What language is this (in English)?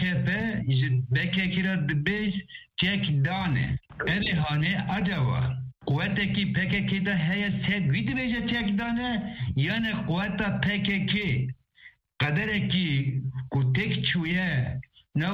Kurdish